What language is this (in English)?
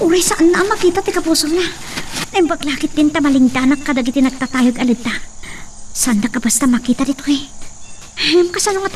Iloko